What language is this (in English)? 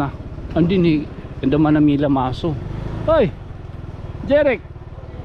Waray